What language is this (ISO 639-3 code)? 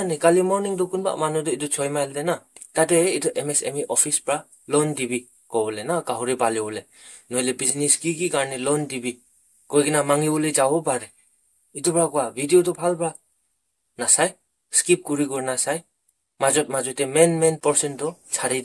nag